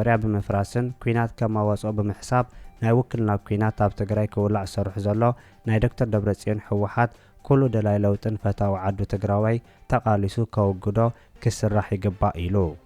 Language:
Tigrinya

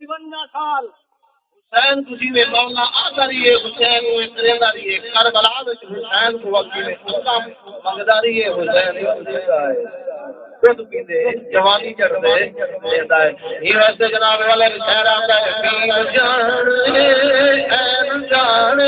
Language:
Saraiki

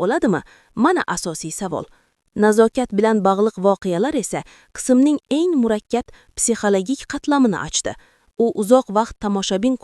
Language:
Uzbek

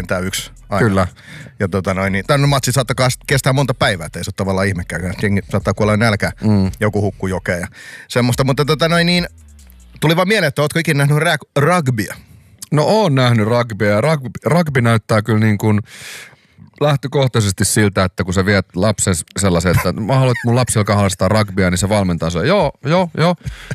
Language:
Finnish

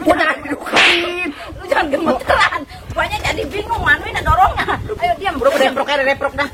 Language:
Betawi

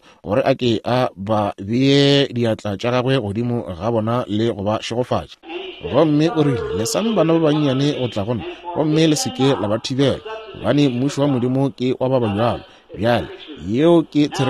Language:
Northern Sotho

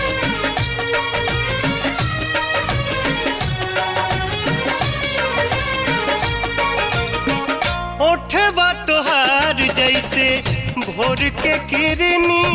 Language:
Bhojpuri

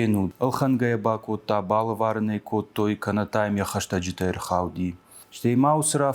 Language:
Ossetic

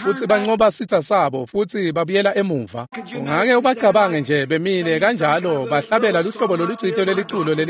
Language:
Swati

